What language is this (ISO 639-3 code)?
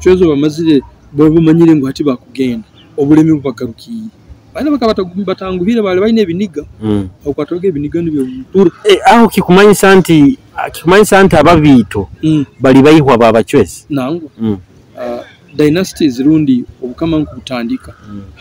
nyo